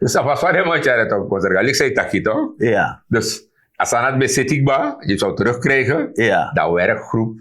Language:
Sranan Tongo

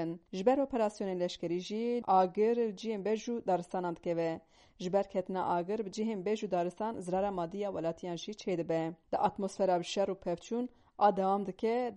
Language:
Kurdish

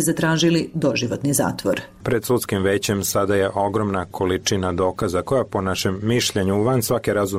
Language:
Bosnian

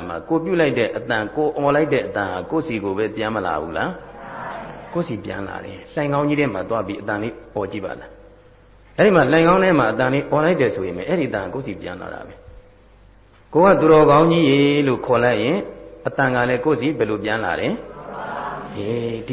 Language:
Burmese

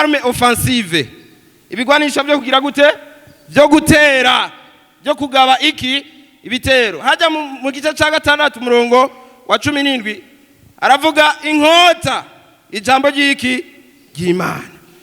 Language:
Rundi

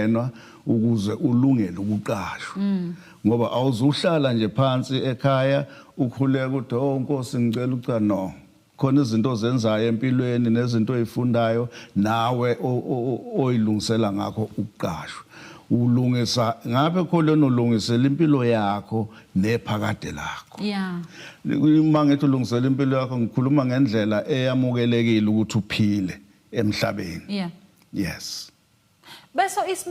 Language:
Zulu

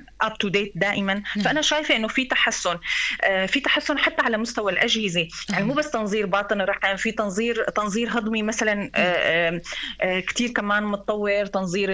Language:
North Levantine Arabic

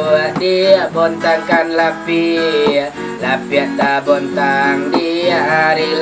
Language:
Minangkabau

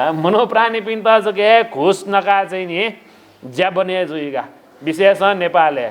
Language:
Newari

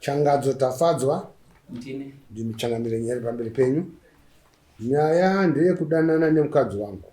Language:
Shona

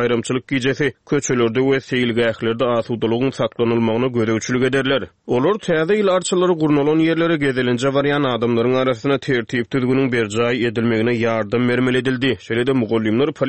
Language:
Turkmen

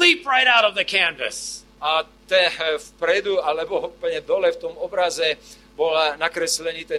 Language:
Slovak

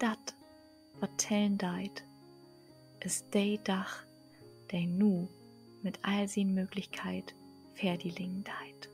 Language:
Low German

